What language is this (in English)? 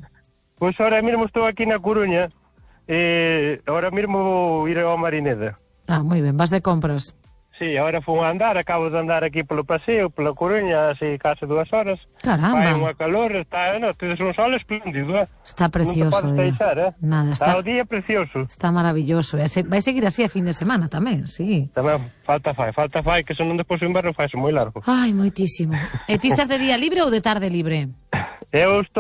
Galician